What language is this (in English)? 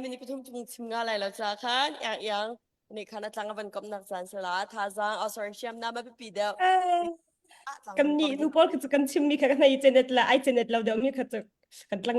Hakha Chin